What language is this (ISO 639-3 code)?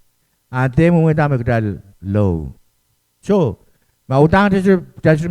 pon